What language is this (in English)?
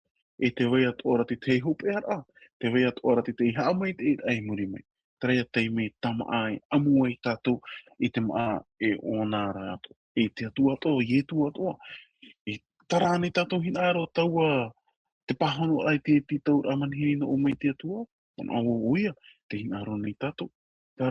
Tahitian